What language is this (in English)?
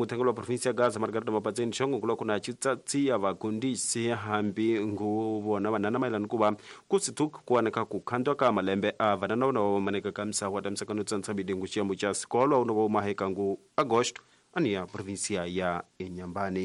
Tsonga